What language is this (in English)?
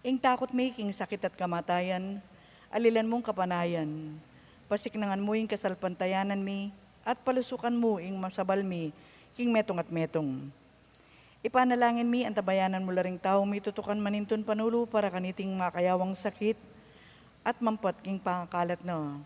Pampanga